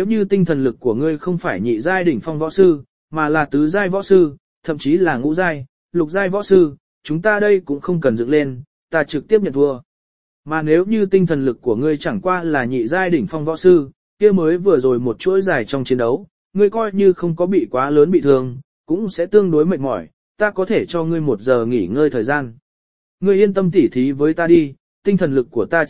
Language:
Vietnamese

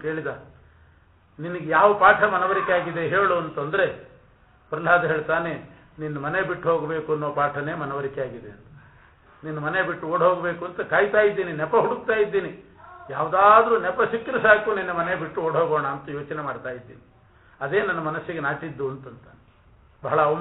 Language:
Kannada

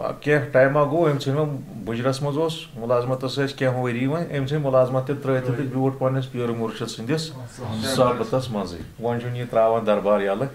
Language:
Kashmiri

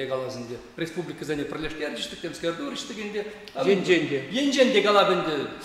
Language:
Chuvash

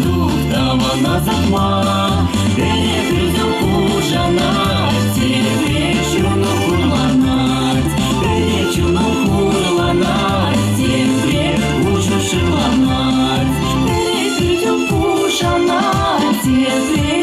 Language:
Chuvash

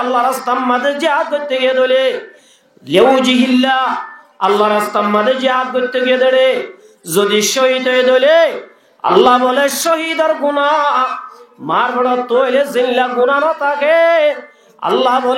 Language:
Rohingya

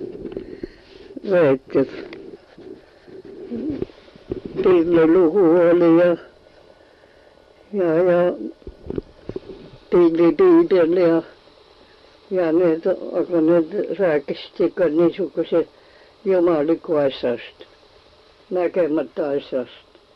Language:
Estonian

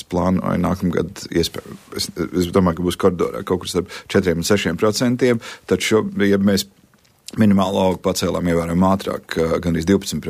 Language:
Latvian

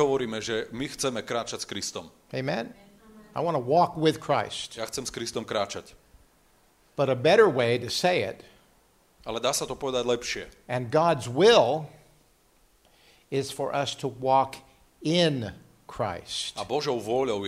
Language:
Slovak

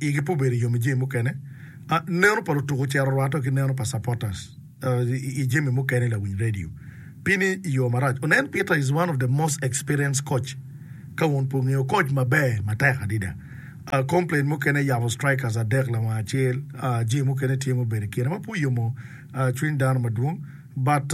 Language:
Acoli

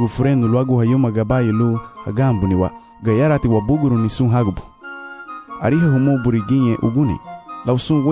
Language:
Garifuna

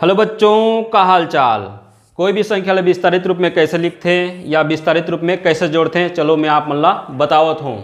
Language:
Chhattisgarhi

